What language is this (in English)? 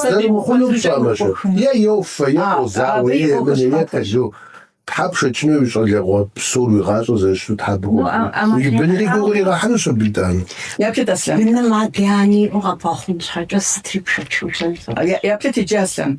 Kabardian